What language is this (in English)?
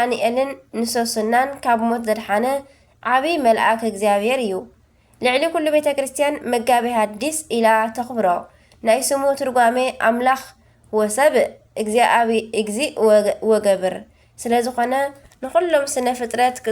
Tigrinya